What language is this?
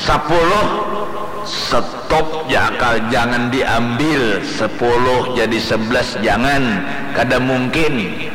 Banjar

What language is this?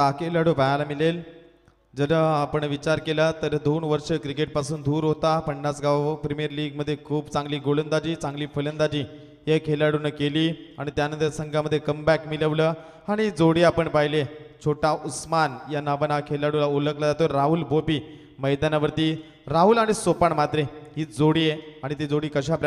Marathi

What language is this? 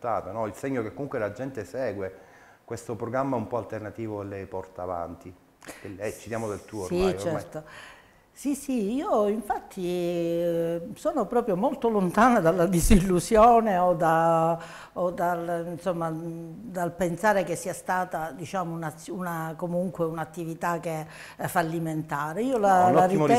Italian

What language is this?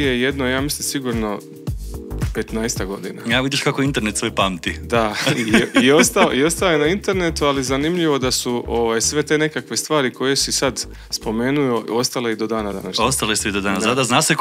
Croatian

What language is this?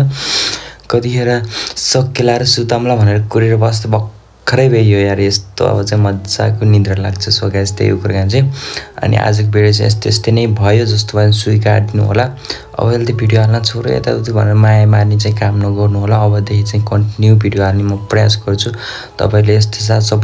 Nepali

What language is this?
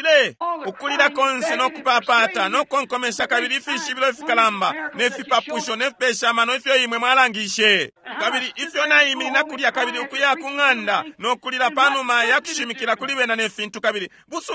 Bemba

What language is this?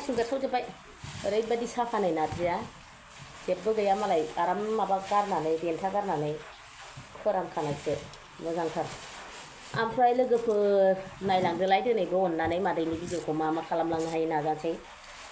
Bodo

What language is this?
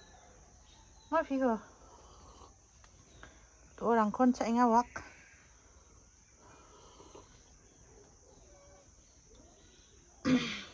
Garo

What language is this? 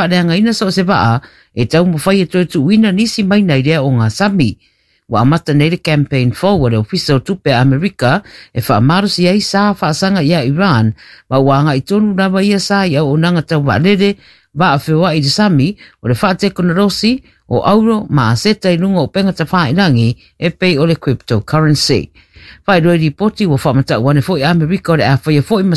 Samoan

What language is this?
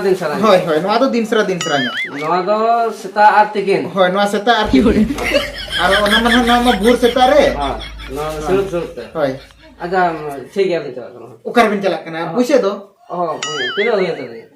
Santali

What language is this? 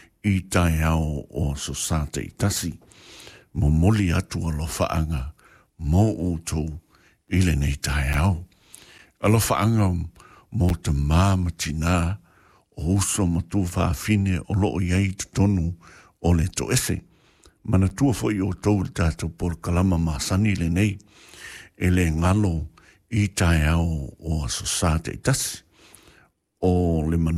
Samoan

